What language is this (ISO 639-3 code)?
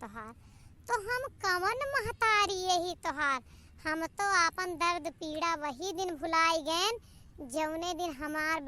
awa